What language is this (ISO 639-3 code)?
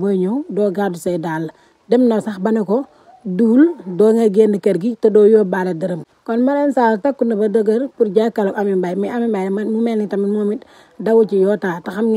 wol